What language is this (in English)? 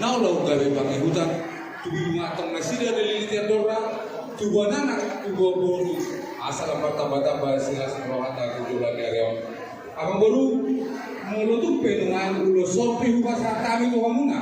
Batak Toba